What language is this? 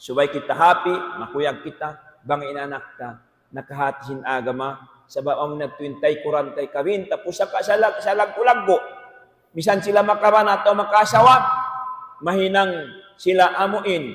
Tausug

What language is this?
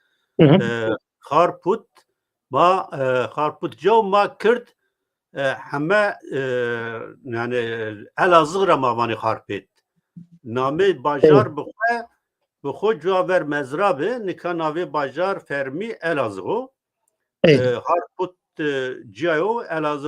Zaza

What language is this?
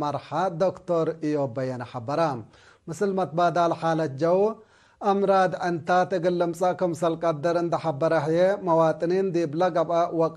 Tigre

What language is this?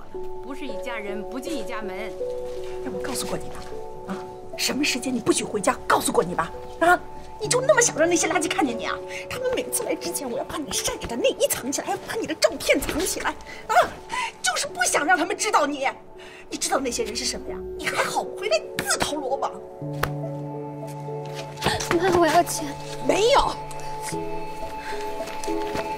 Chinese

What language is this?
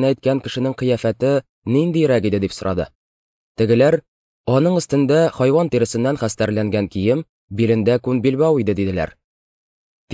Tatar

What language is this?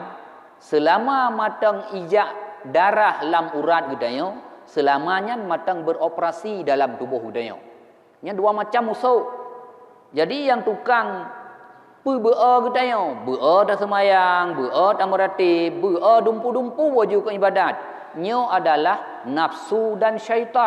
Achinese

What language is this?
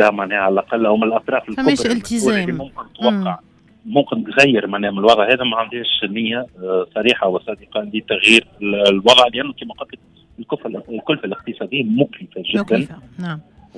Tunisian Arabic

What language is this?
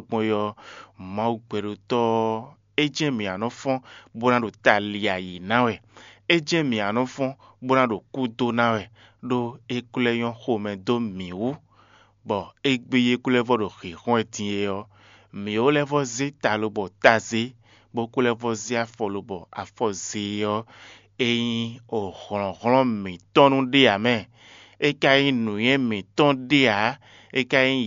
Fon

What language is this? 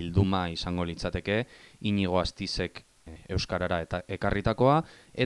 Basque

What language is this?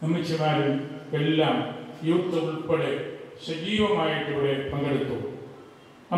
Malayalam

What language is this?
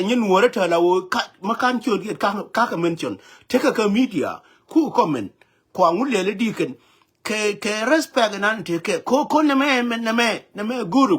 Nuer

